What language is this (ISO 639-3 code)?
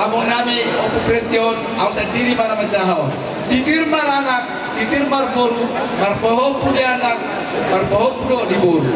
bbc